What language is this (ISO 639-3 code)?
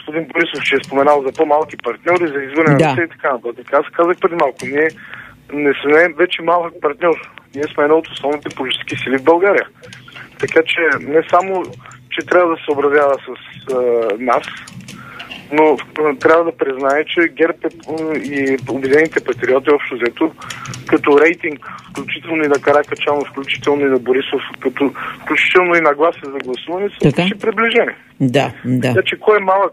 bul